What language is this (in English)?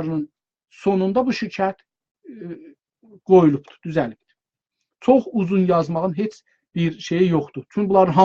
South Azerbaijani